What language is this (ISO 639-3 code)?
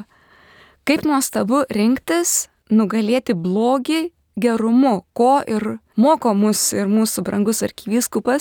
lit